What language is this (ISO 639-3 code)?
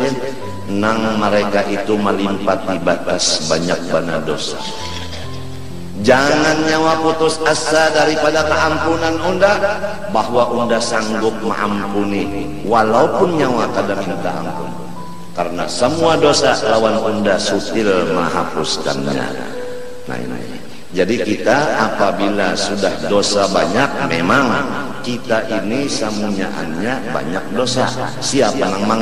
bjn